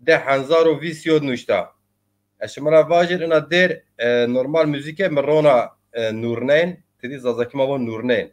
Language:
Zaza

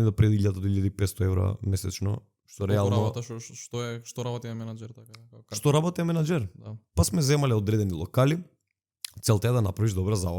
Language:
Macedonian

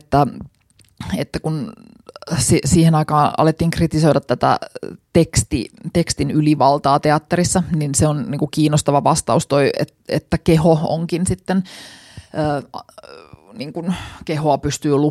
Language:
Finnish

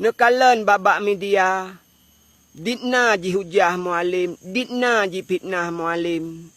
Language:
Achinese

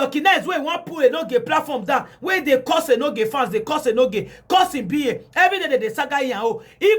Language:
Nigerian Pidgin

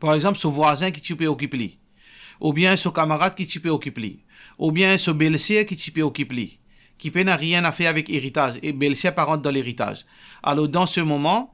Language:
Morisyen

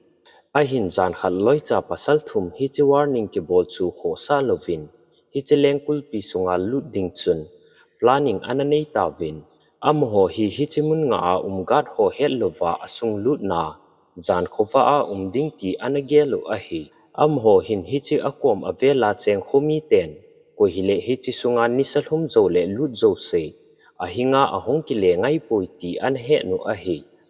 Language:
Thado Chin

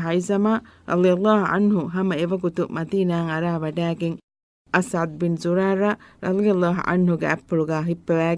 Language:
Divehi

